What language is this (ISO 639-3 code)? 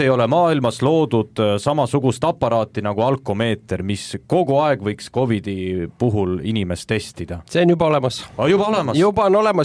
est